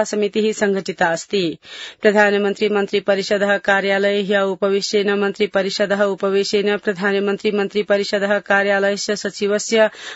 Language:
Sanskrit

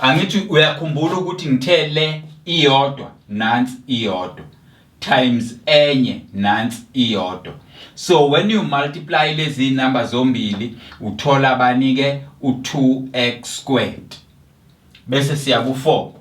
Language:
Zulu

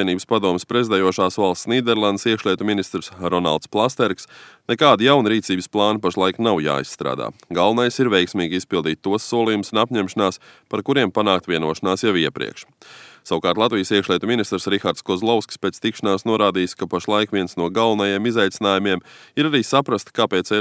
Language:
Latvian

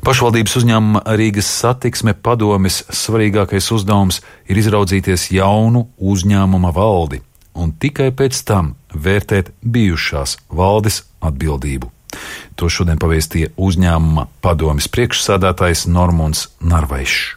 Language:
Latvian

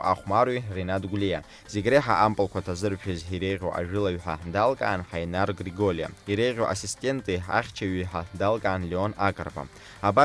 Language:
Abkhazian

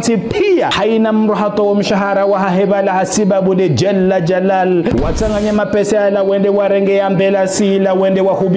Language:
Ngazidja Comorian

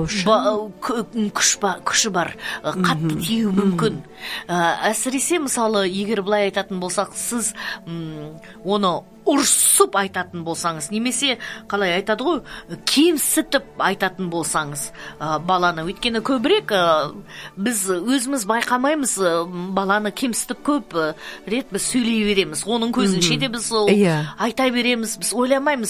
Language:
Kazakh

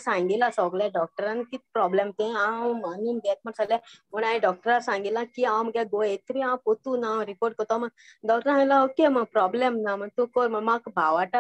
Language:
Konkani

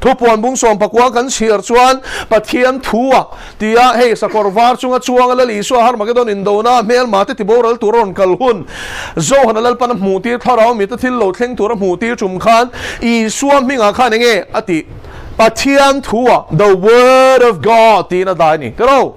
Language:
Mizo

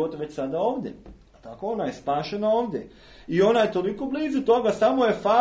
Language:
Serbian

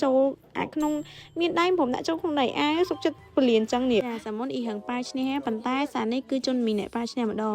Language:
Khmer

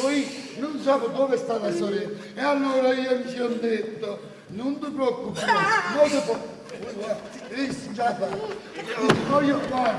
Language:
Neapolitan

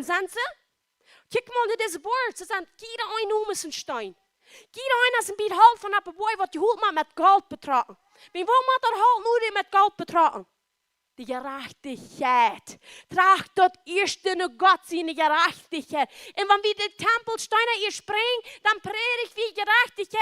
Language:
Plautdietsch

